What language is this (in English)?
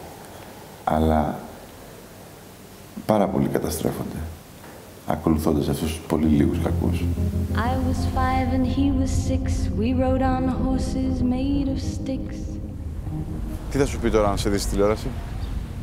Greek